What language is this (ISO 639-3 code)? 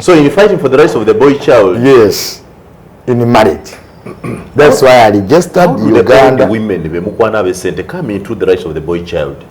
lug